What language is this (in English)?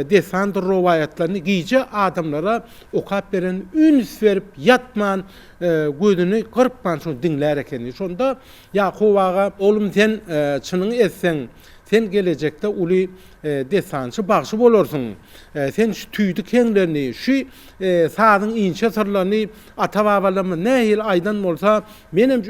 Turkmen